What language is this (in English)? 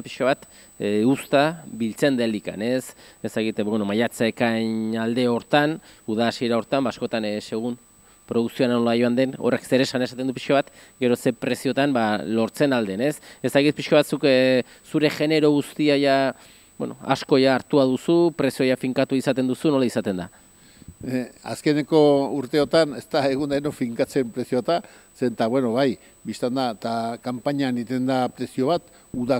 Basque